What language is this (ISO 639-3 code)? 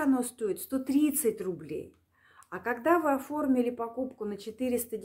rus